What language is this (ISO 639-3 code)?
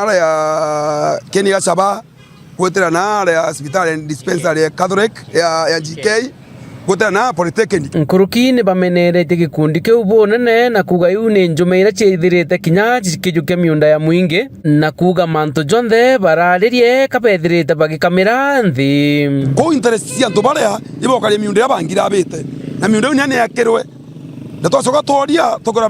mer